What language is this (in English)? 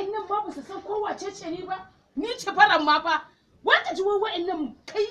Hausa